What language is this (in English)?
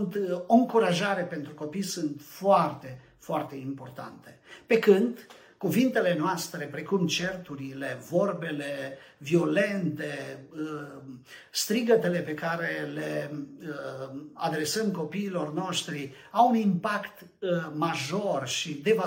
Romanian